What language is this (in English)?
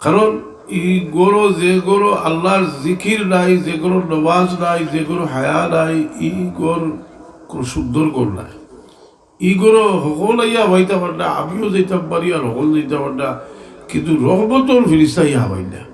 Sylheti